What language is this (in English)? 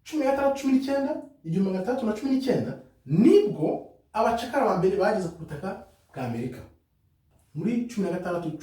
Kinyarwanda